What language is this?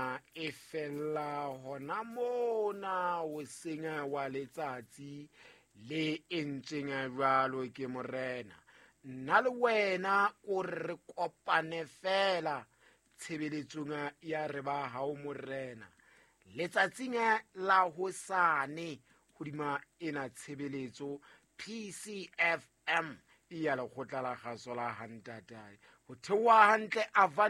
Southern Sotho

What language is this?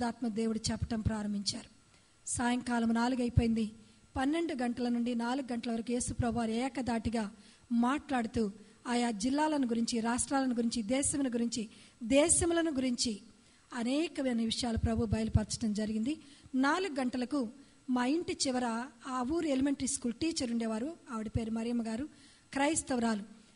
Telugu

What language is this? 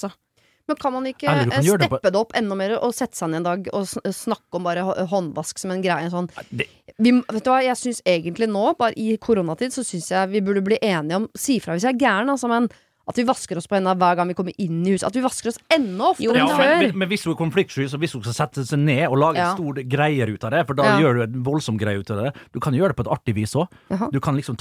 Norwegian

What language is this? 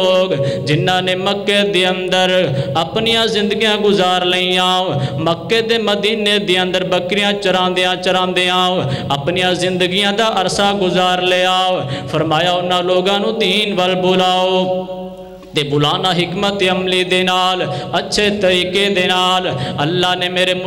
Western Panjabi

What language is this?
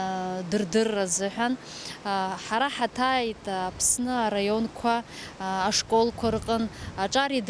Abkhazian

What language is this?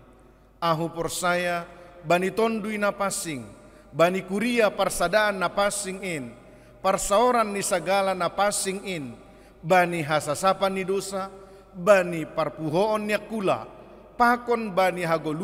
Batak Simalungun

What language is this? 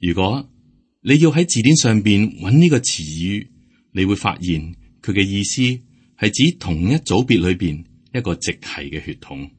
Cantonese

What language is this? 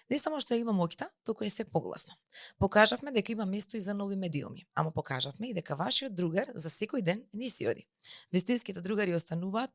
Macedonian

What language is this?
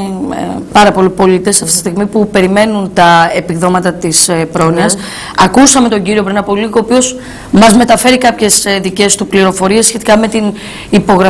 Greek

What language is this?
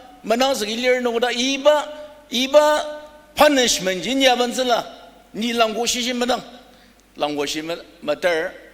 Ao Naga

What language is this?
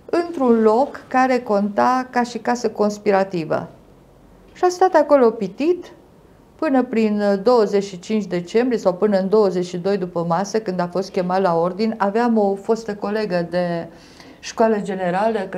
Romanian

